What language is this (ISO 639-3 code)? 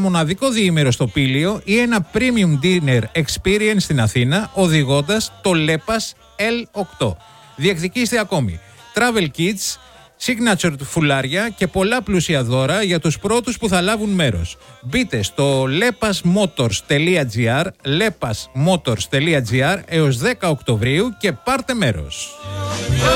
ell